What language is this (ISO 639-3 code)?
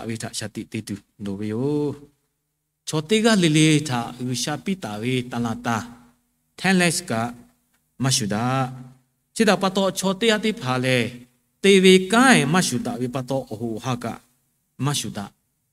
lhu